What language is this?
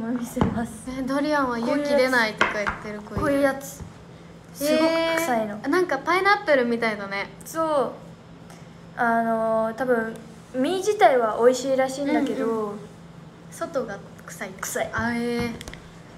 Japanese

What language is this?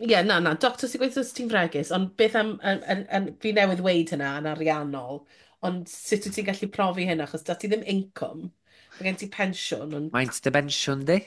Welsh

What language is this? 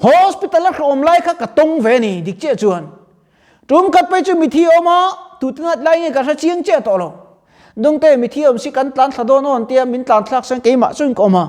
Mizo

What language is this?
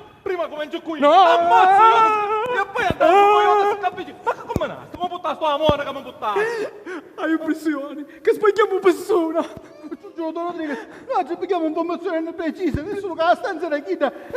Sicilian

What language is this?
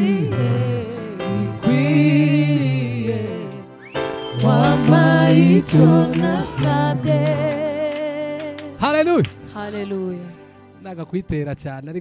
Kinyarwanda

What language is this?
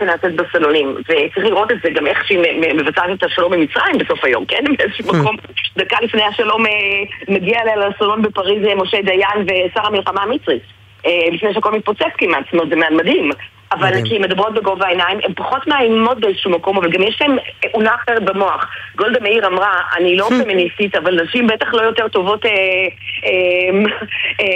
Hebrew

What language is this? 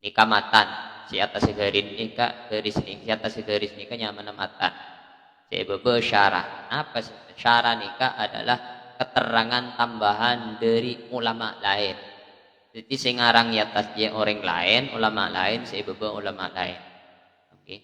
Madurese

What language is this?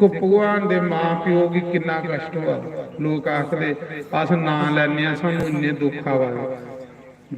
Dogri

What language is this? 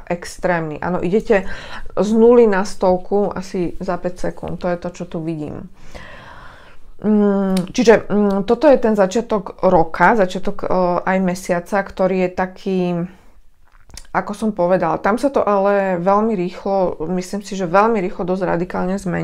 Slovak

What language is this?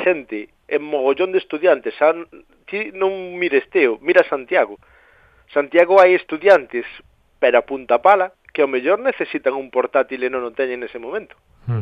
Galician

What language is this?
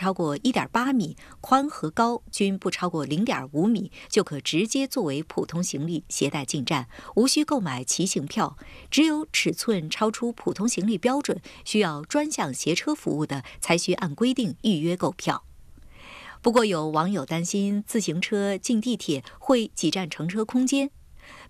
Chinese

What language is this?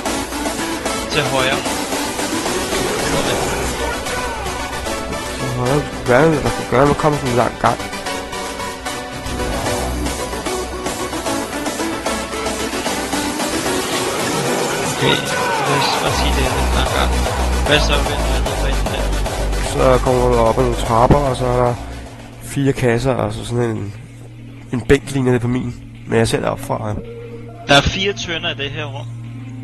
Danish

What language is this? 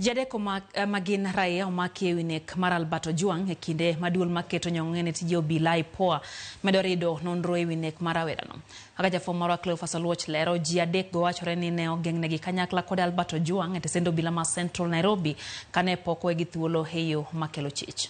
Luo (Kenya and Tanzania)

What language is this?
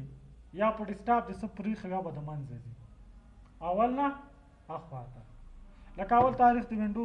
Pashto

